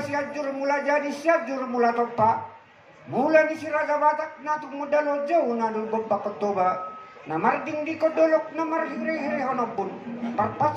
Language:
Batak Toba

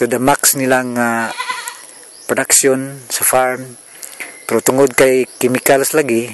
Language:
Cebuano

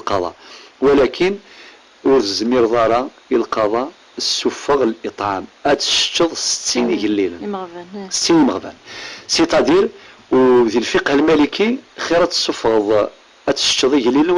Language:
Kabyle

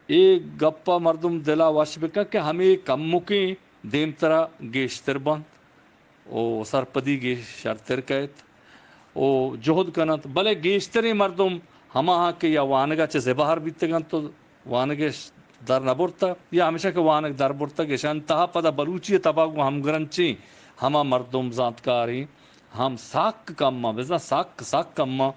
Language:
Eastern Balochi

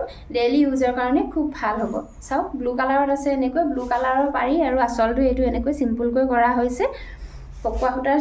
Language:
Assamese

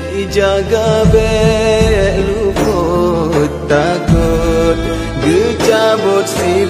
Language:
Achinese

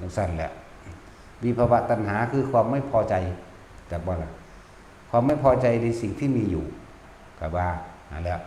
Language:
Northeastern Thai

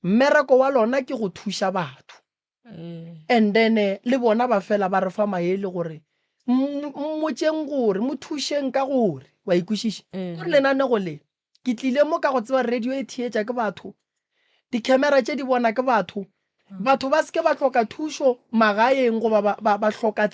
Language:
Northern Sotho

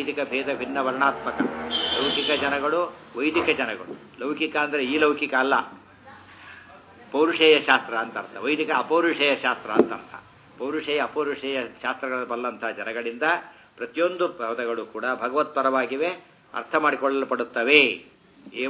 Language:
Kannada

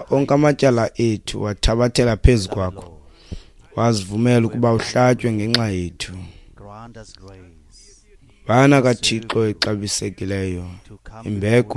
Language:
Xhosa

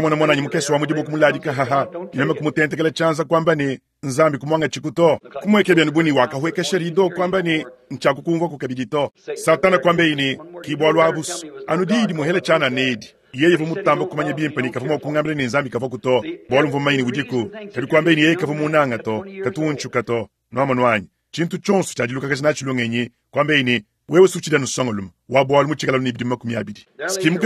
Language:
Luba-Lulua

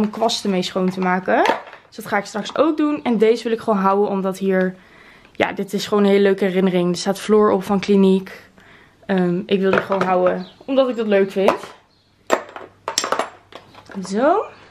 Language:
Dutch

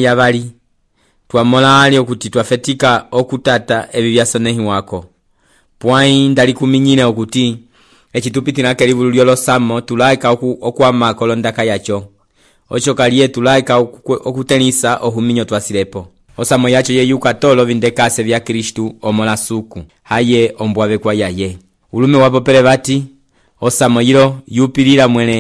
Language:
Umbundu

